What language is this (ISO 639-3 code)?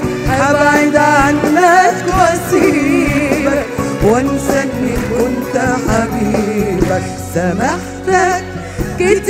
arz